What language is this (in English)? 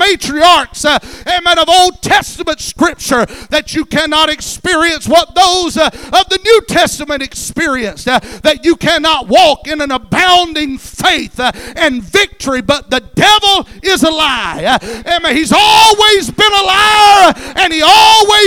English